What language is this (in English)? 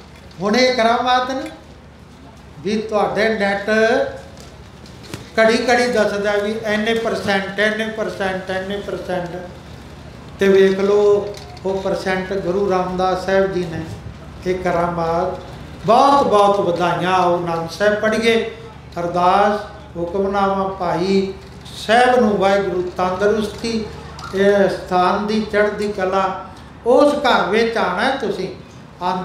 Punjabi